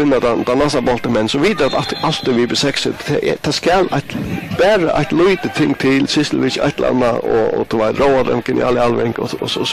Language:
Faroese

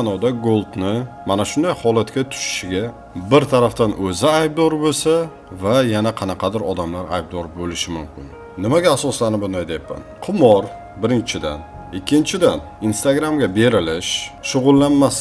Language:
Uzbek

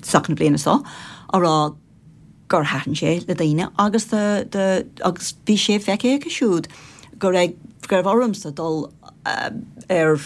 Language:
Irish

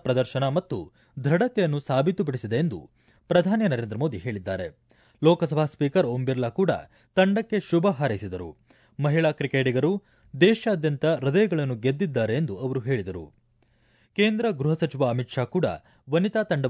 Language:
Kannada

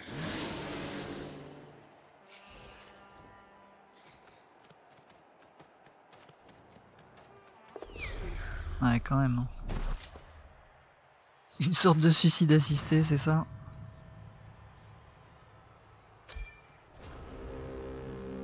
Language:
French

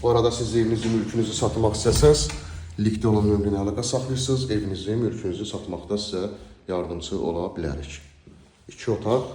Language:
Azerbaijani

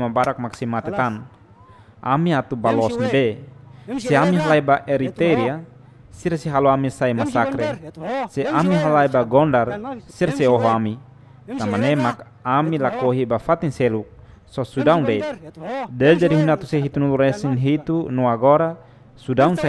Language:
Tetum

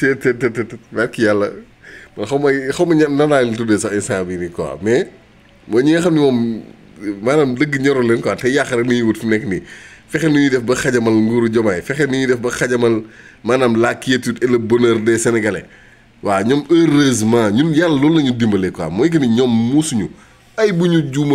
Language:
Wolof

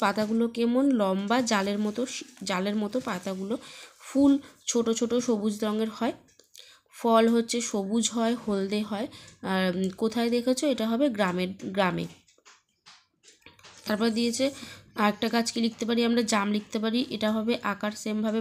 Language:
Bangla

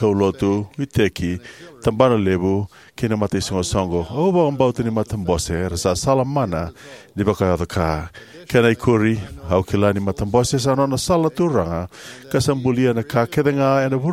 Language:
Fijian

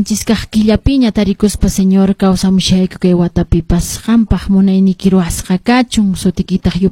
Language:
Quechua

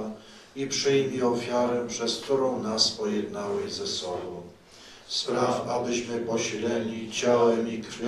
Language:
Polish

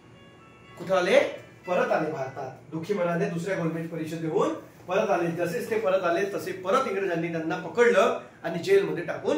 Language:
Marathi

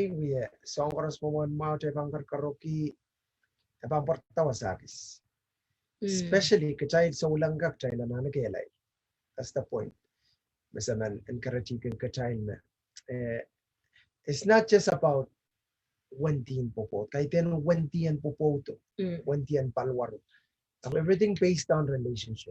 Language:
Pohnpeian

